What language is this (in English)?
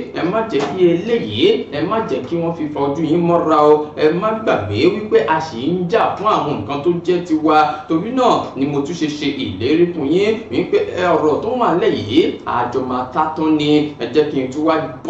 Yoruba